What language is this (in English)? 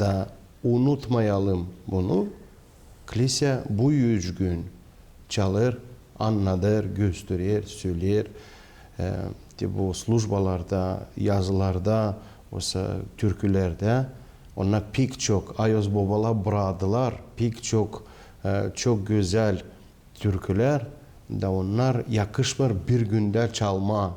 Gagauz